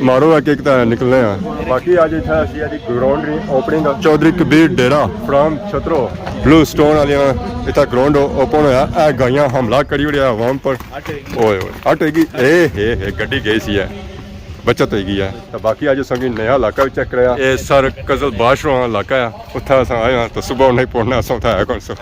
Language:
Pahari-Potwari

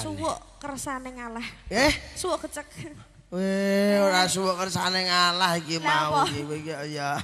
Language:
Javanese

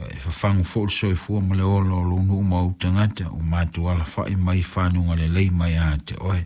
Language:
Samoan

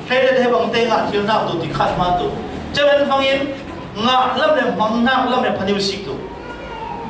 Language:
Falam Chin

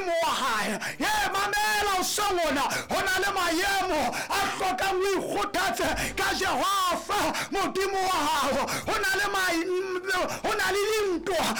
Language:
Southern Sotho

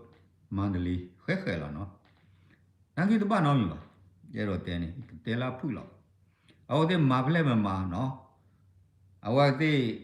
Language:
S'gaw Karen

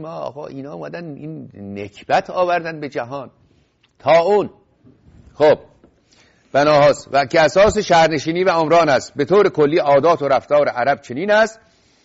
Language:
Persian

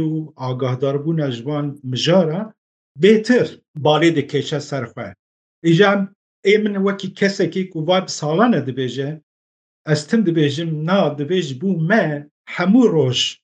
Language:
Kurdish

